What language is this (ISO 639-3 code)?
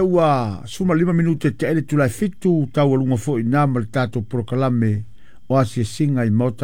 smo